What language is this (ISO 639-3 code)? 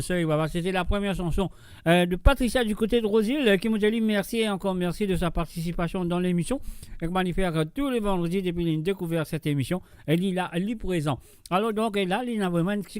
mfe